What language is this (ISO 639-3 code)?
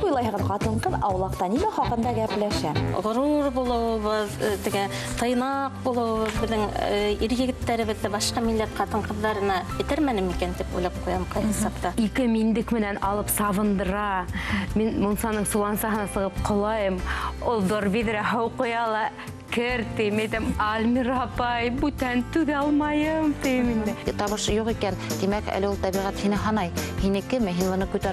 bak